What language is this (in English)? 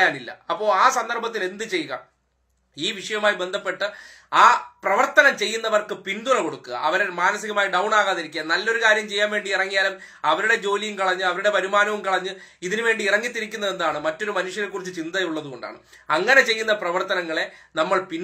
Malayalam